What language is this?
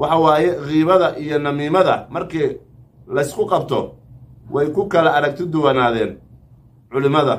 Somali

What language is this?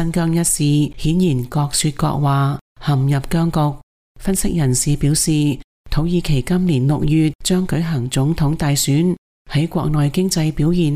Cantonese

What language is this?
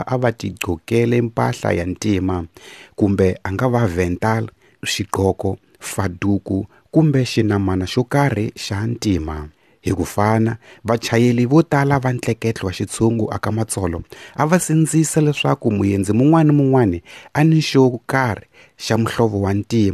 Tsonga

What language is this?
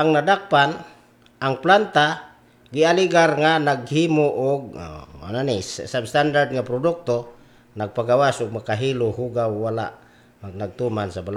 Cebuano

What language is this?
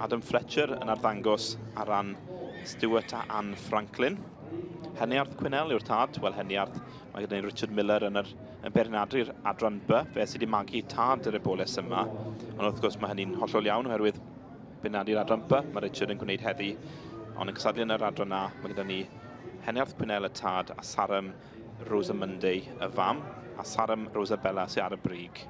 Welsh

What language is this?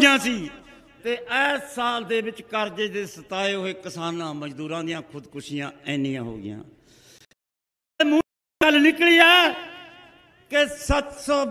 Punjabi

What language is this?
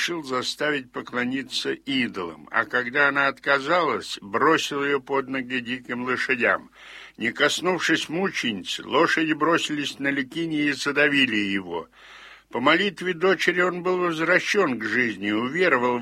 Russian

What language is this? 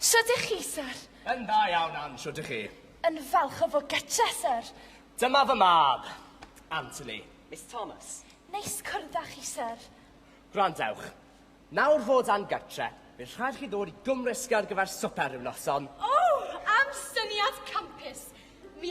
Welsh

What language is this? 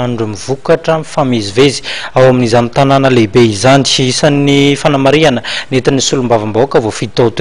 Malagasy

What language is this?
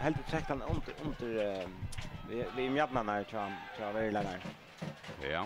Faroese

